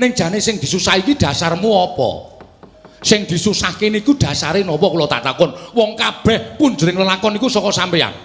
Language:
Javanese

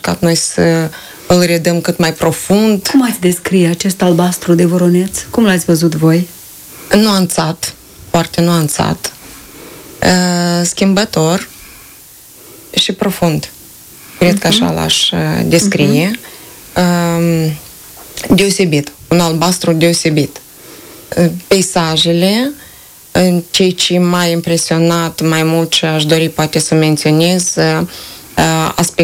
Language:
Romanian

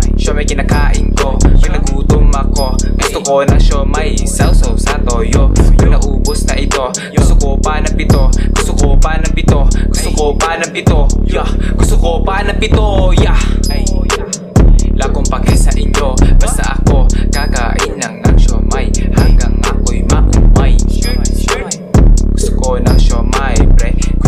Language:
Filipino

